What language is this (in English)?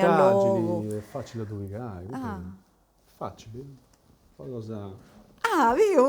Sardinian